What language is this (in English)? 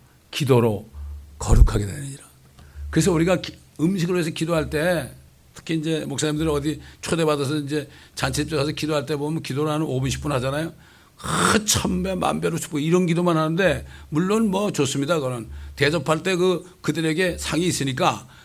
Korean